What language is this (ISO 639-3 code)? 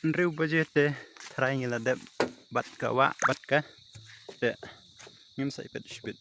kha